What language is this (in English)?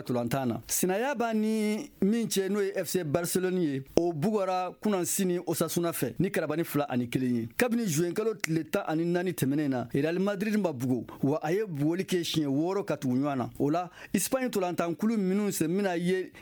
Bambara